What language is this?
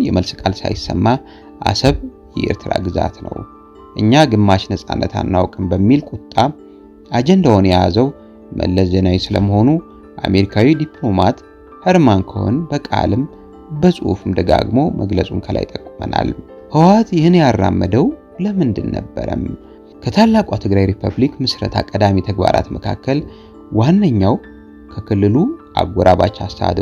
Amharic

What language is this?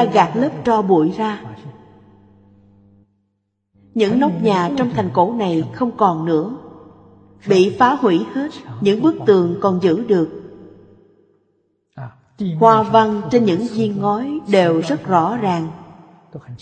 Vietnamese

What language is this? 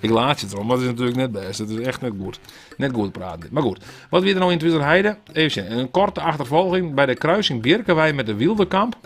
Western Frisian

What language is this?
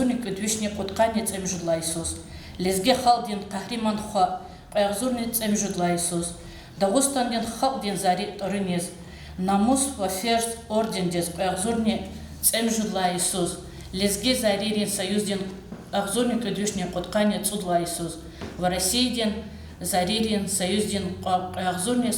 Lezghian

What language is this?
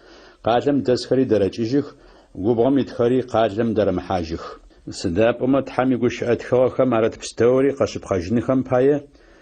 Adyghe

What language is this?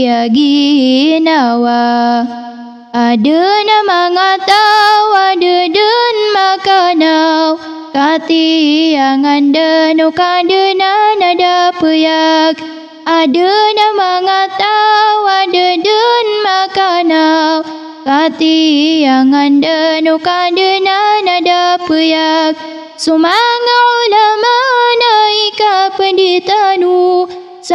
Maranao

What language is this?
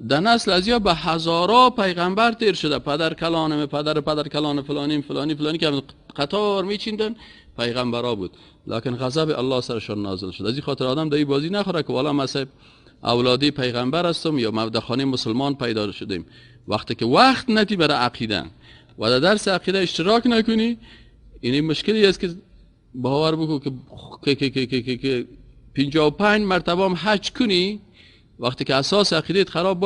Persian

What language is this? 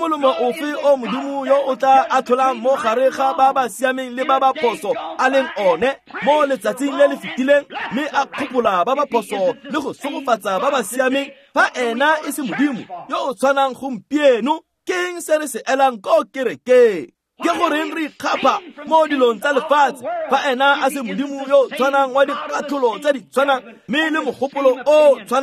Tswana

